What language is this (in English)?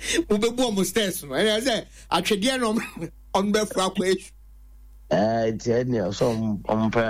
Akan